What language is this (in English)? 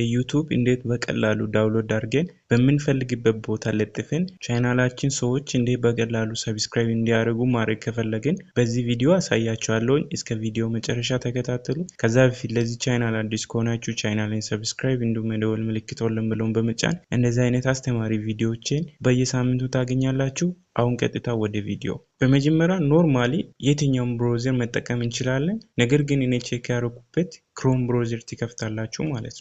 Amharic